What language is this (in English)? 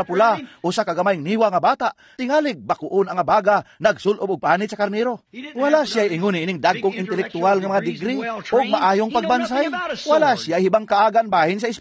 Cebuano